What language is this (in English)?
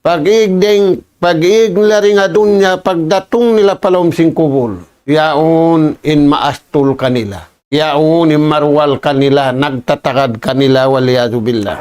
Tausug